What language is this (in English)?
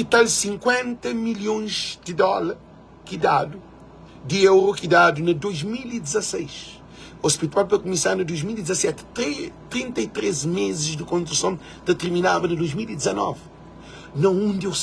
Kabuverdianu